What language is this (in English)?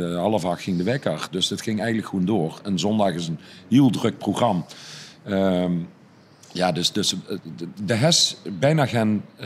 Limburgish